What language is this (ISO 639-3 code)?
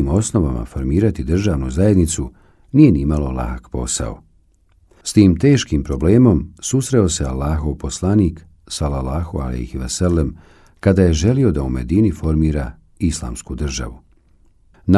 bos